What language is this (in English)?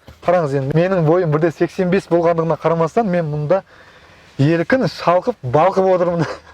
Kazakh